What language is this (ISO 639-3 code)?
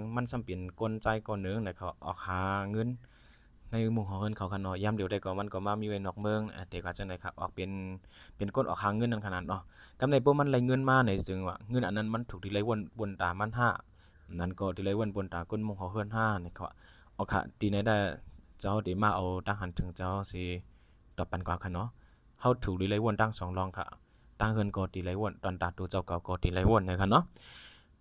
shn